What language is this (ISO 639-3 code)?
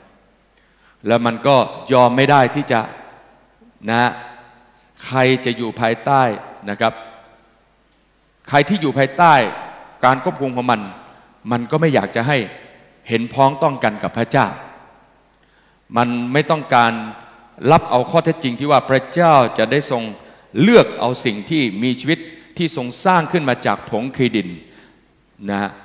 tha